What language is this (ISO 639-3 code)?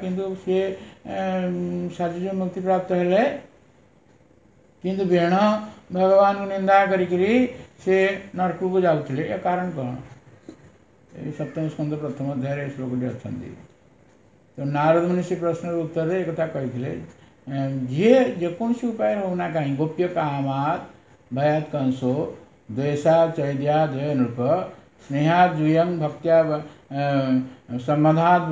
ori